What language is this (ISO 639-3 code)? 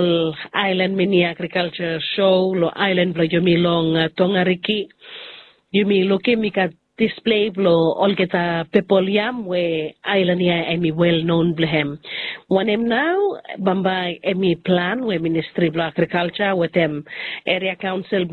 bis